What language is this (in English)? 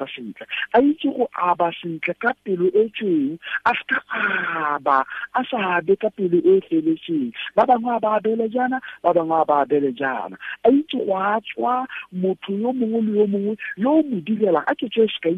Tswana